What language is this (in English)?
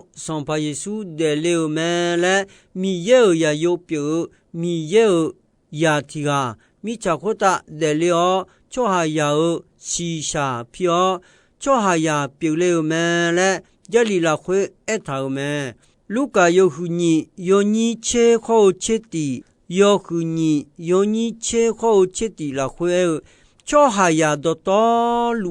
Akha